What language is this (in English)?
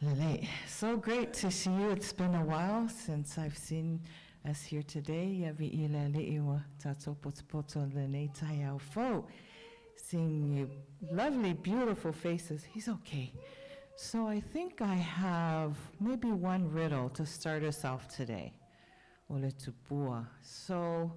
Samoan